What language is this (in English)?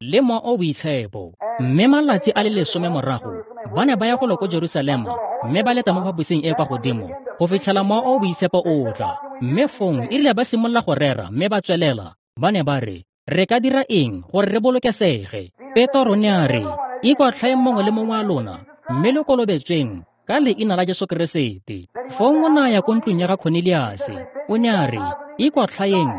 Tswana